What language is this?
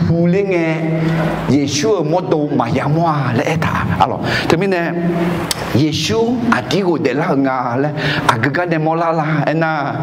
Akha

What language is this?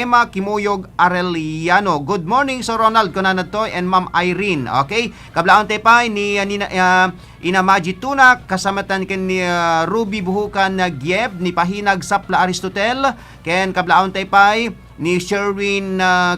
Iloko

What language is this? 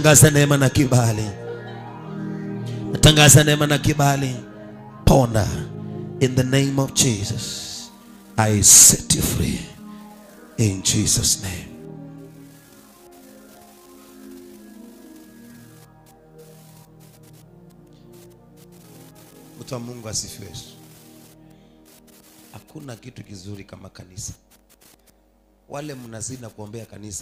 Swahili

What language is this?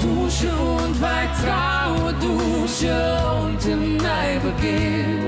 Western Frisian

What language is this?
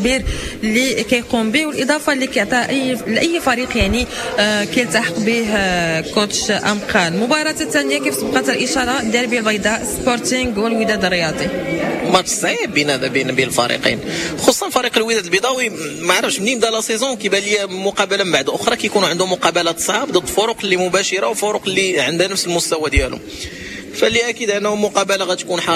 Moroccan Arabic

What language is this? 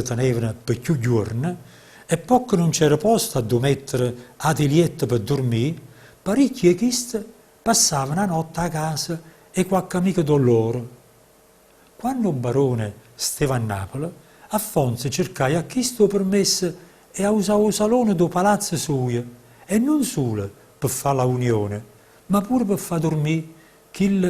Neapolitan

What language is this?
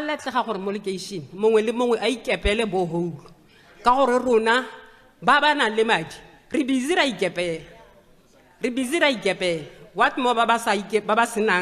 Tswana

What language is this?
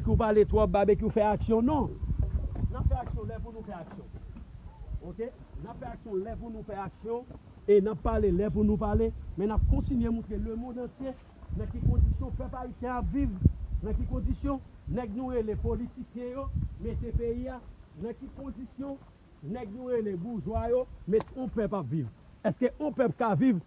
Haitian Creole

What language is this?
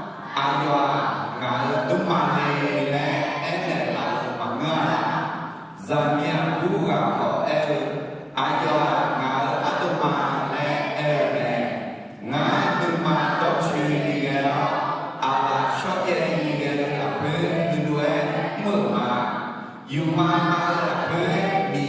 Akha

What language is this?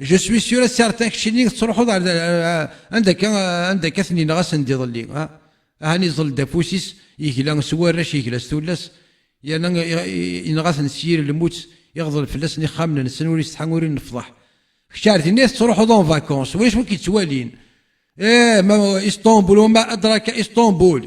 Kabyle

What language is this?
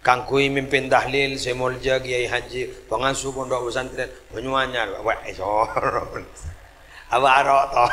Madurese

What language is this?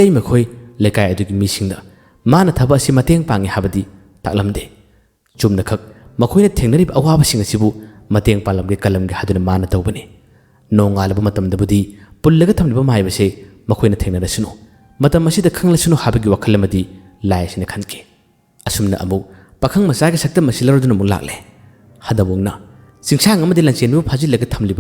Manipuri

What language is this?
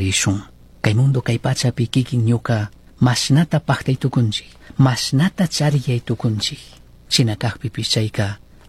Chimborazo Highland Quichua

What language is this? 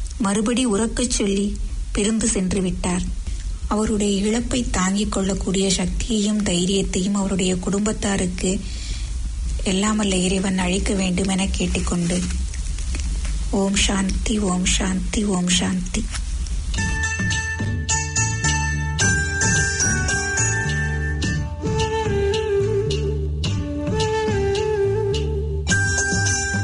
Tamil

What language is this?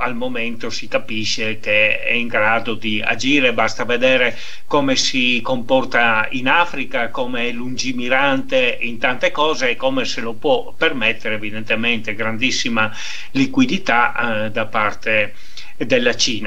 Italian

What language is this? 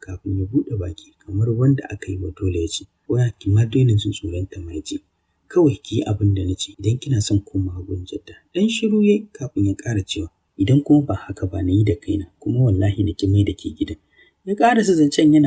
Hausa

